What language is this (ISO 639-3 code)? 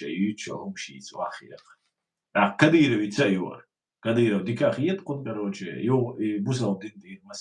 che